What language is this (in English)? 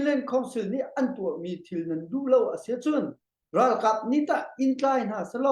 Hakha Chin